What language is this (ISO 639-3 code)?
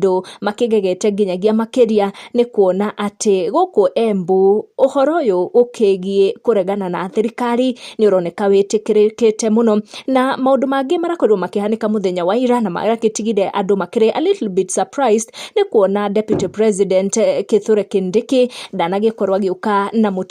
kik